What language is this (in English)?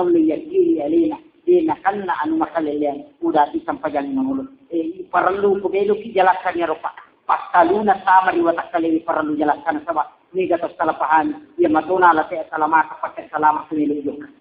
Buginese